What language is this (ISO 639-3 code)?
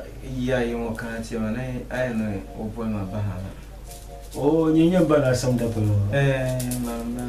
dag